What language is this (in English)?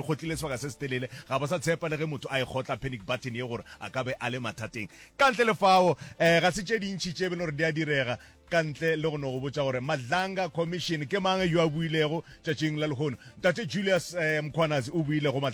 Northern Sotho